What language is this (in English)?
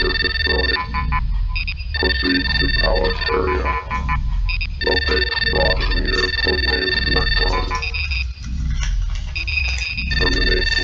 English